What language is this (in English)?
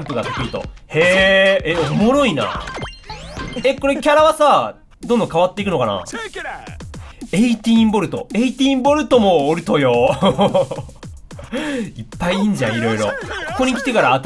Japanese